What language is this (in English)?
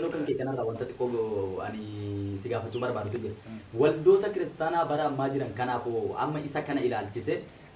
Oromo